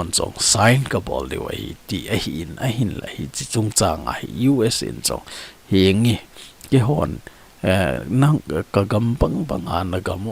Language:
Thado Chin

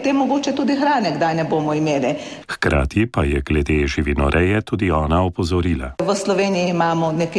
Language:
Slovenian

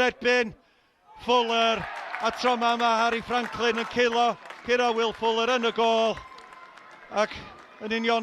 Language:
Welsh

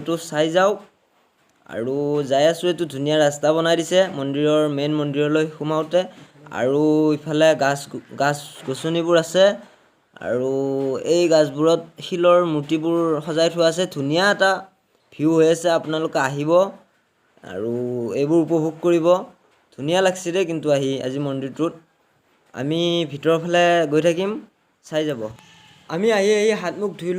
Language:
Assamese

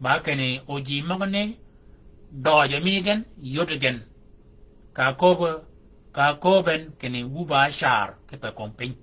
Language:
Shilluk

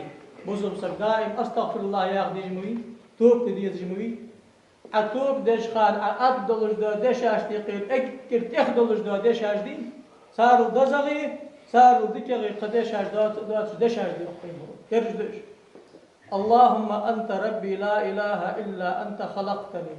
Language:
Ingush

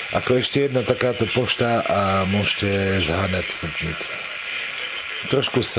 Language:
Slovak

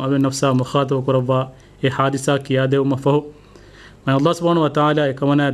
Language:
Divehi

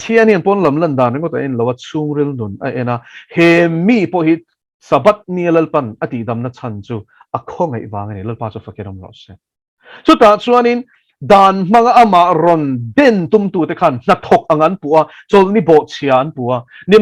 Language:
Mizo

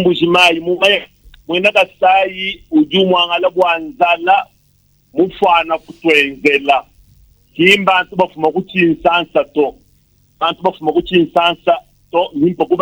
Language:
Luba-Lulua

